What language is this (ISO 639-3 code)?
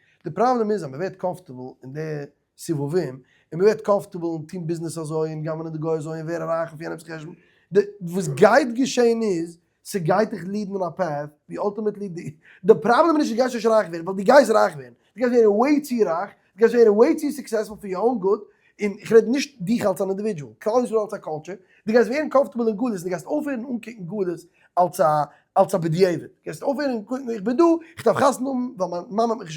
yid